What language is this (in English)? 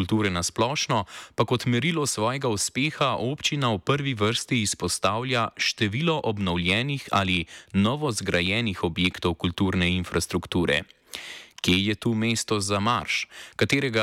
Slovenian